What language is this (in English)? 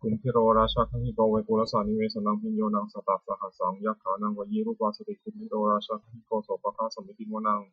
Pali